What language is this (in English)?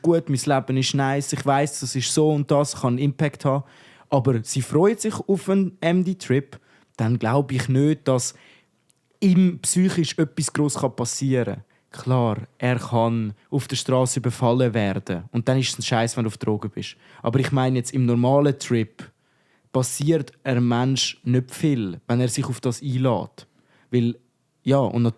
Swiss German